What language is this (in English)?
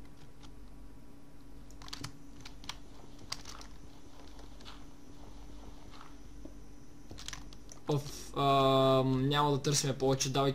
Bulgarian